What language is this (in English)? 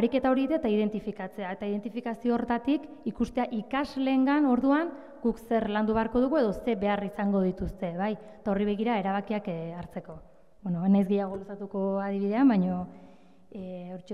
Basque